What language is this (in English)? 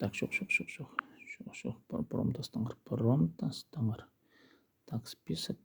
Khakas